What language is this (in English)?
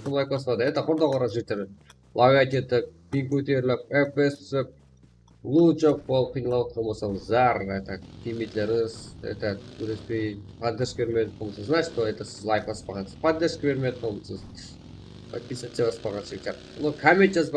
Kara-Kalpak